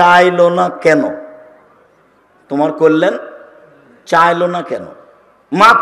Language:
Bangla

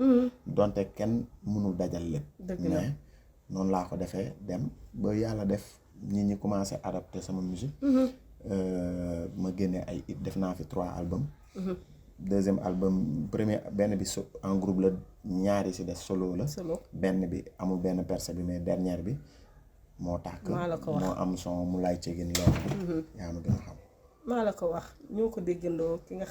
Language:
Wolof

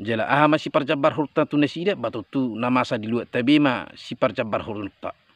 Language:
Batak Toba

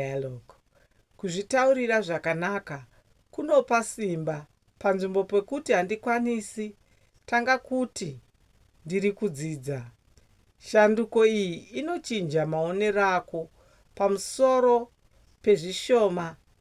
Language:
Shona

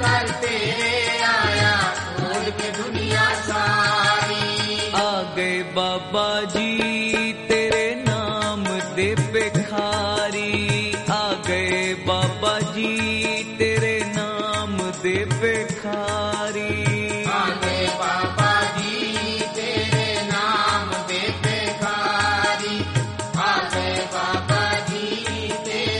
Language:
Punjabi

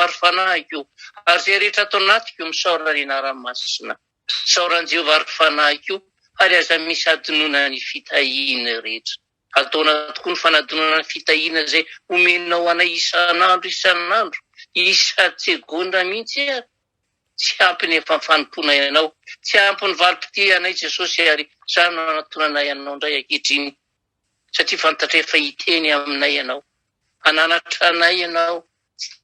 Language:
Malagasy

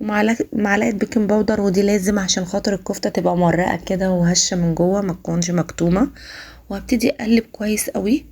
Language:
Egyptian Arabic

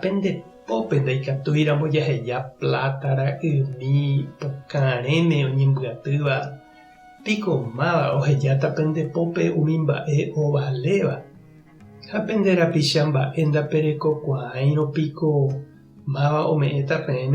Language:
Guarani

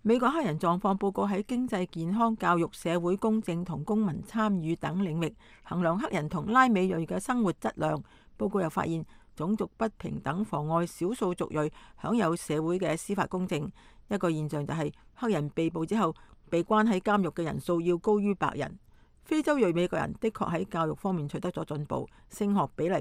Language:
Cantonese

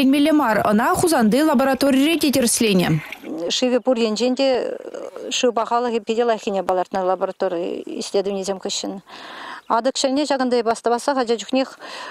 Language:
Chuvash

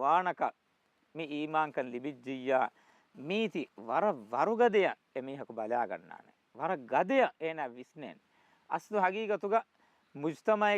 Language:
Divehi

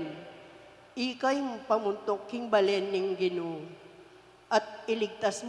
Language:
Pampanga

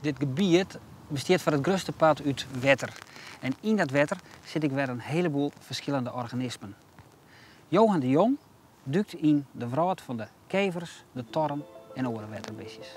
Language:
Western Frisian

